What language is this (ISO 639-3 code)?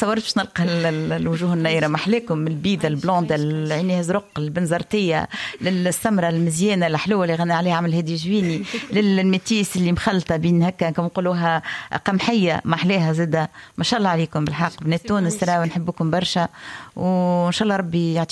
aeb